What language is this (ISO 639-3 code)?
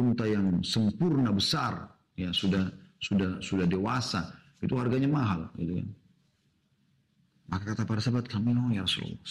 ind